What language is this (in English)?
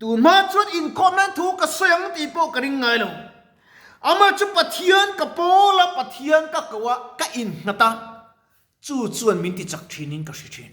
Mizo